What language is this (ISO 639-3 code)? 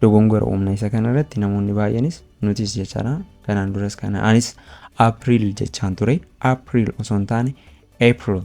orm